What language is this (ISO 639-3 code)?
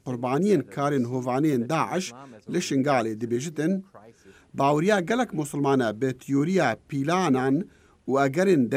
kur